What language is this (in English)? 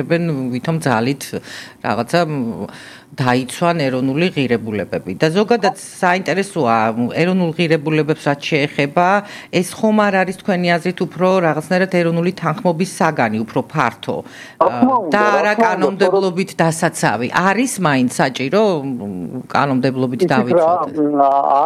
Georgian